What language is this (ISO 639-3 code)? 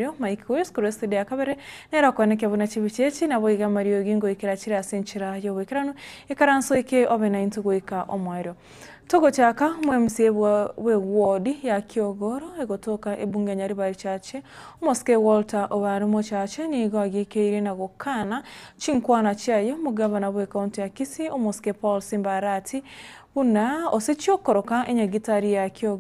guz